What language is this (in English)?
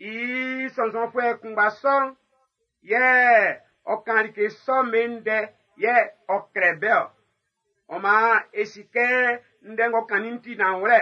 Baoulé